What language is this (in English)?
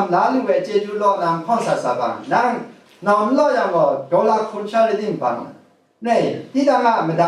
Kachin